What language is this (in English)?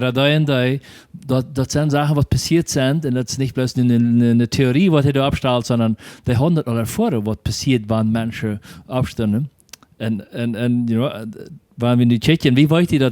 Plautdietsch